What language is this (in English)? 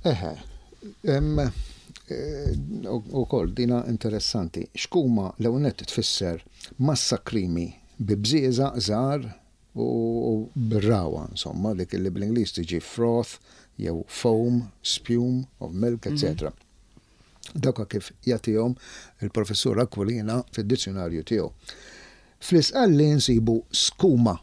Maltese